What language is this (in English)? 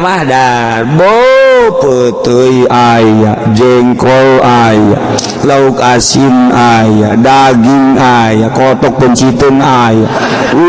Sundanese